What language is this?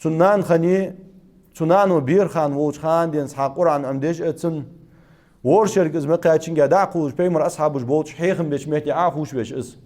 Ingush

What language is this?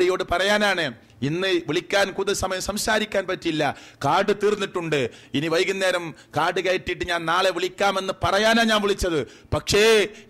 Malayalam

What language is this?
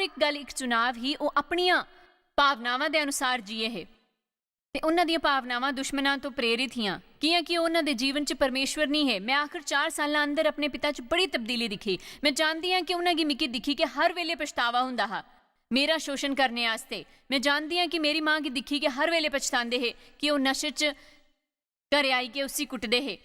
Dogri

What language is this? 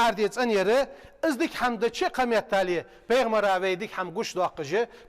Ingush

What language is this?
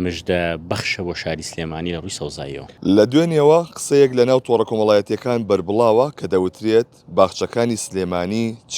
Central Kurdish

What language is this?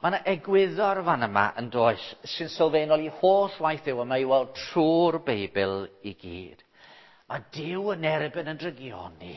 Welsh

